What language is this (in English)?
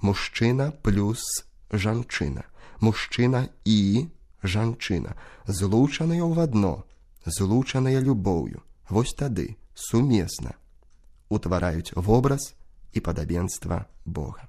Belarusian